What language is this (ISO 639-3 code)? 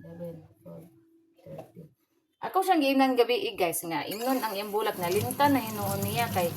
ceb